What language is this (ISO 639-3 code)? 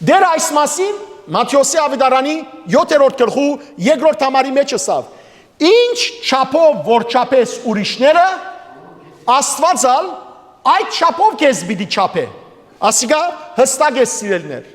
hyw